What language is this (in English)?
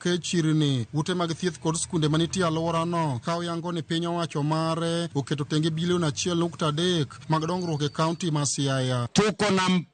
Luo (Kenya and Tanzania)